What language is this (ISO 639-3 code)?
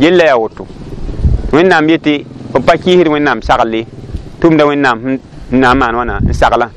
mos